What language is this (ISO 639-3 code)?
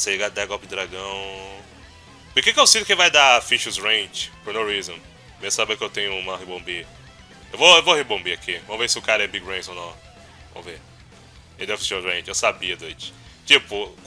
por